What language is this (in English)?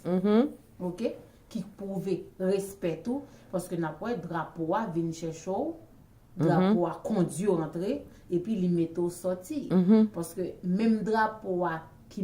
Haitian Creole